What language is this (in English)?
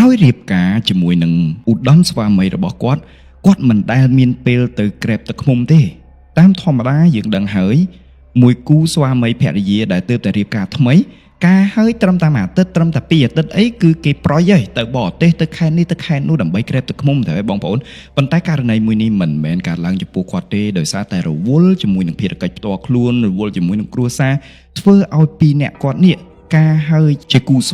Khmer